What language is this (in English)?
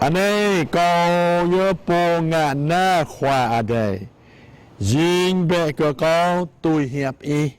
Jarai